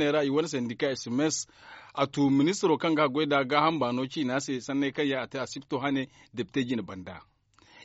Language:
Zarma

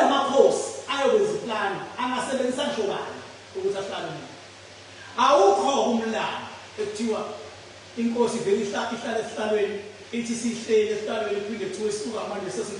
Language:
Zulu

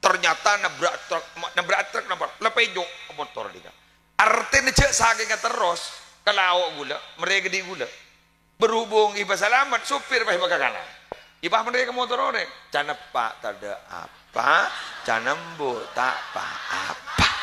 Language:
Madurese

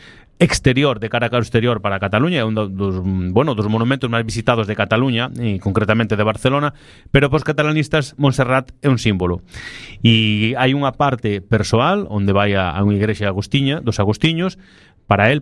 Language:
Galician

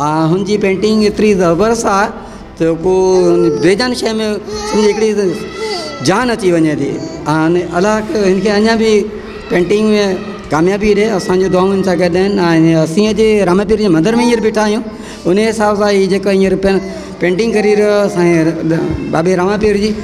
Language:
Sindhi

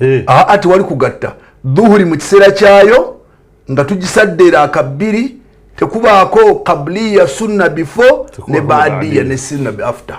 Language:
Ganda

